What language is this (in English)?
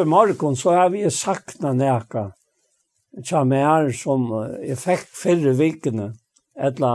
Faroese